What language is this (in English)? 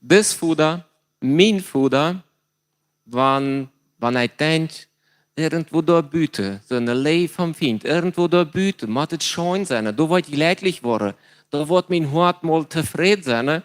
Plautdietsch